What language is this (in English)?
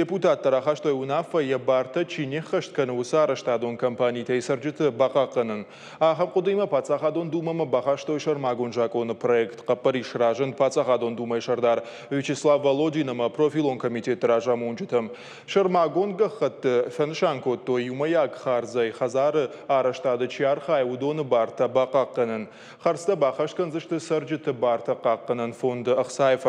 Ossetic